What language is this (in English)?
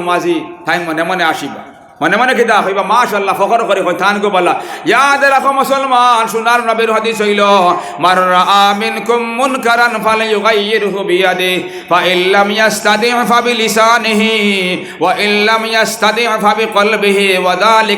Sylheti